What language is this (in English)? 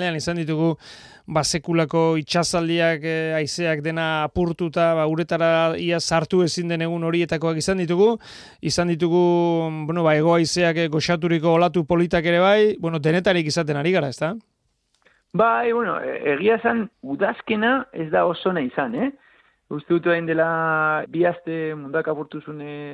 Basque